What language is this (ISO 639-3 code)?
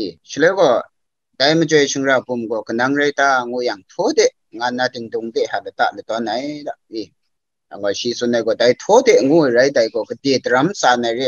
kac